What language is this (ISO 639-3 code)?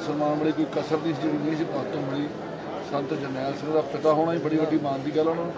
pan